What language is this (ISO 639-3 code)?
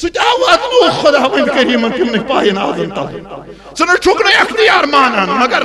kas